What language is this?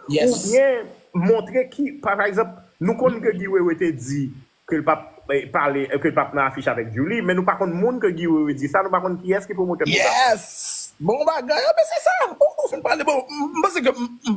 Haitian Creole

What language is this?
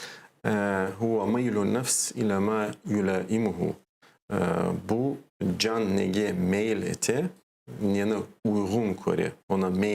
Crimean Tatar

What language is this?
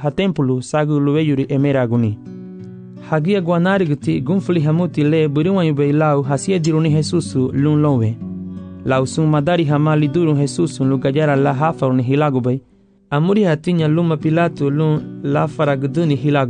Garifuna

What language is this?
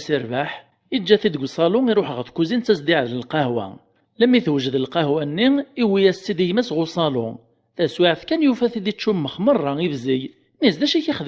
Kabyle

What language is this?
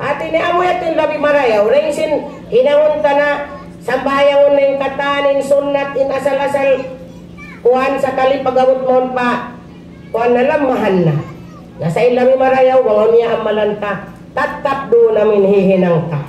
Tausug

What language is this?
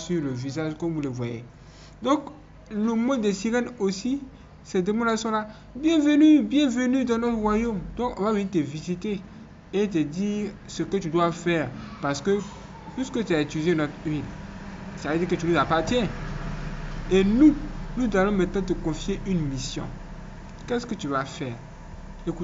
French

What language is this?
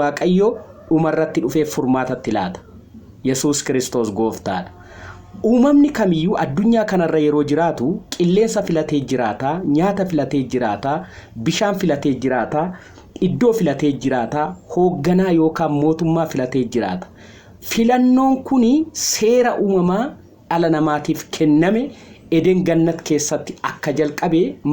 Oromo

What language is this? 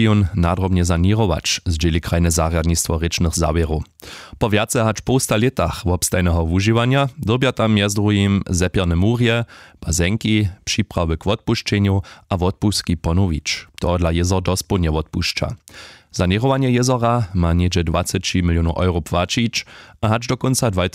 Upper Sorbian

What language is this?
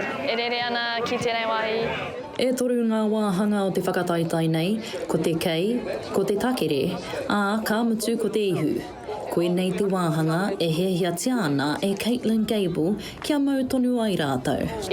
Māori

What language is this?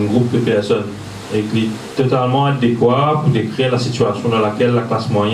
Morisyen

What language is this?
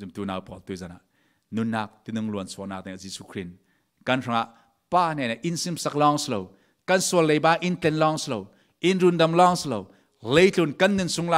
Falam Chin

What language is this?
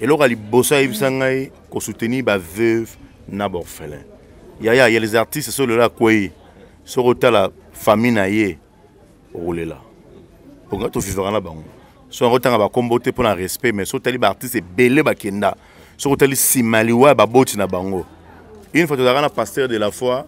Lingala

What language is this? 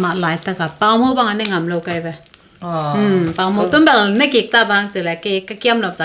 Tedim Chin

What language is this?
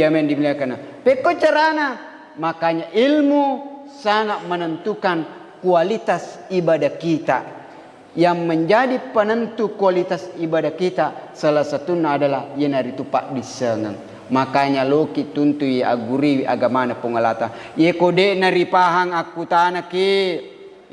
Buginese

